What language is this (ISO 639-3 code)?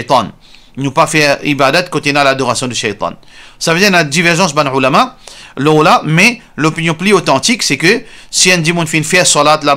mfe